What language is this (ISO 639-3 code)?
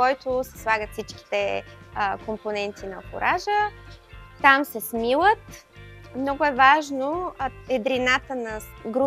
bul